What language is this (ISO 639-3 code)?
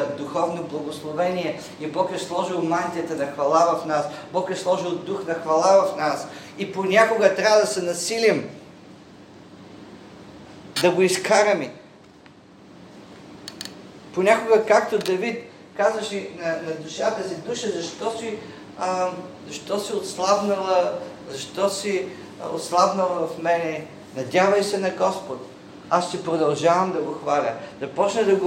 bul